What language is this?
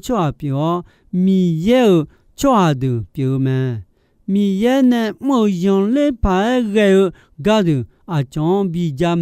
Akha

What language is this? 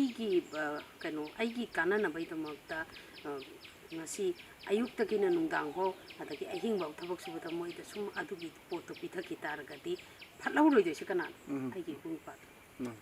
Manipuri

